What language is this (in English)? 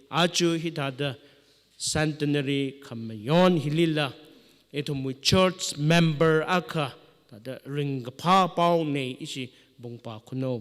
Tangkhul Naga (India)